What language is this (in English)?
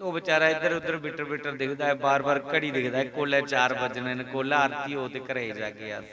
Dogri